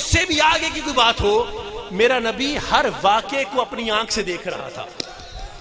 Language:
Urdu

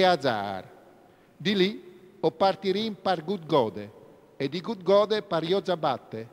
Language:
Friulian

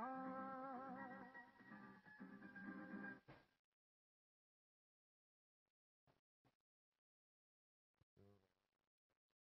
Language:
Kannada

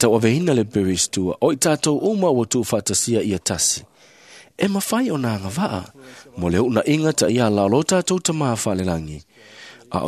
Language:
Samoan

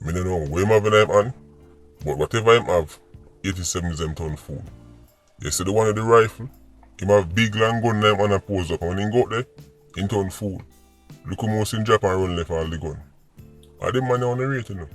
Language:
Jamaican Creole English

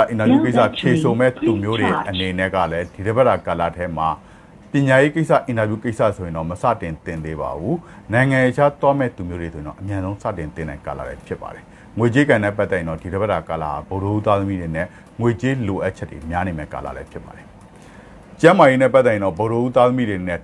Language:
Burmese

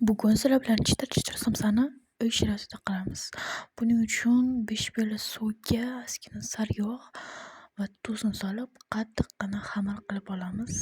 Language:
Uzbek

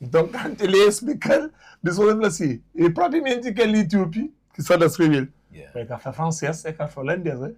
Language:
Kabuverdianu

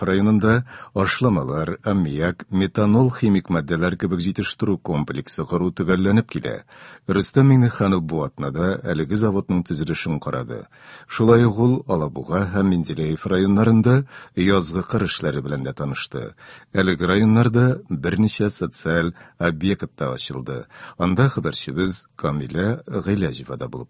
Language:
Tatar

